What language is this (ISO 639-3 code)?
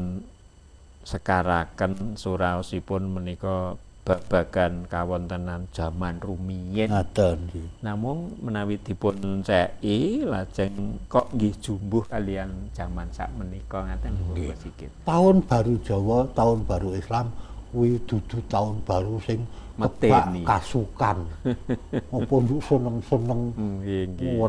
jav